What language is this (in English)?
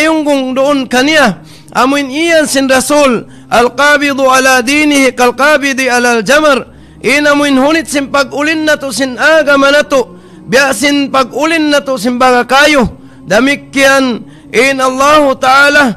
Tausug